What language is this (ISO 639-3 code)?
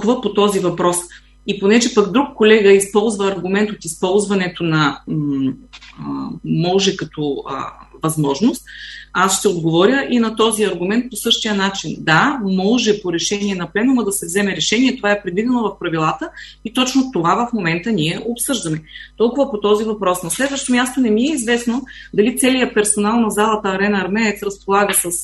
bul